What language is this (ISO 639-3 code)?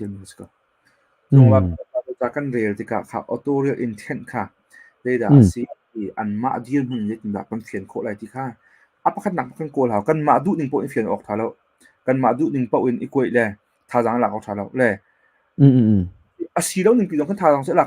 cnh